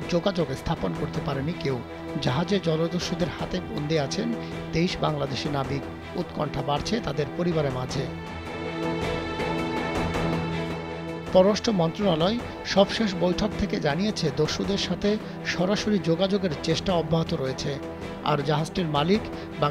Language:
Bangla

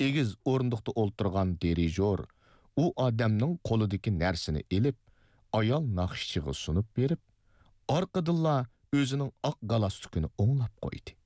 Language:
Uyghur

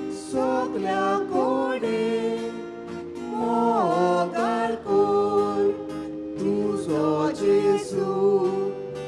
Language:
Konkani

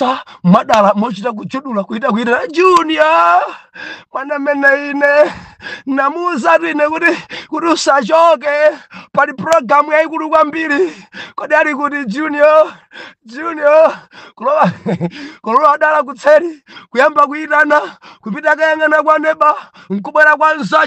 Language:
Nyanja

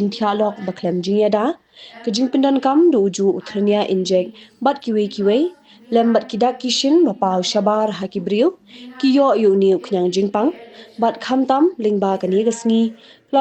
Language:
Khasi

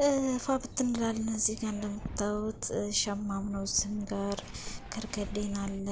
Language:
Amharic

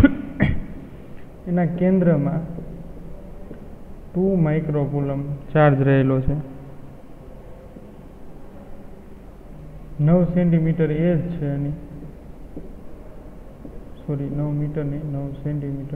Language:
Gujarati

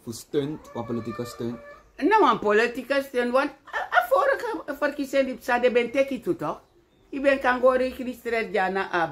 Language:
Sranan Tongo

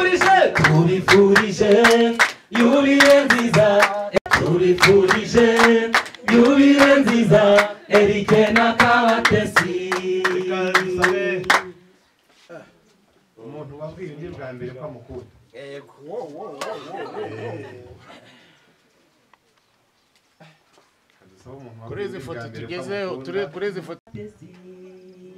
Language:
Kinyarwanda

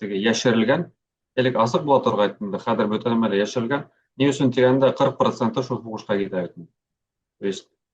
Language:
Bashkir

